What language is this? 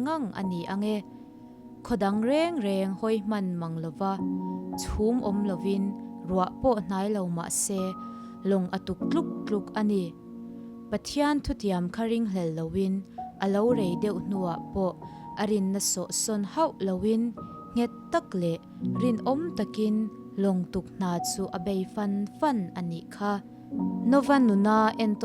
Mizo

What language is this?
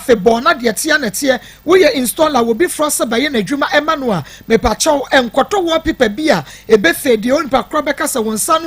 Akan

